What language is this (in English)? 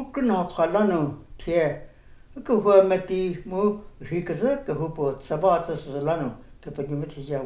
Angami Naga